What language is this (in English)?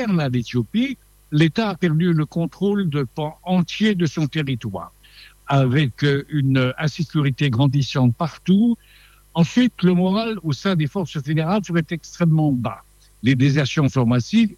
French